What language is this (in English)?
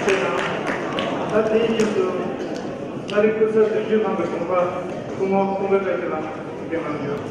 Tibetan